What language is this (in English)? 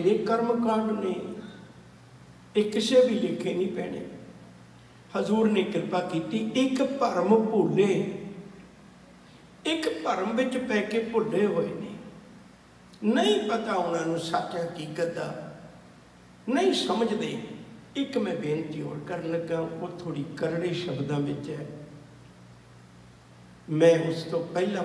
Punjabi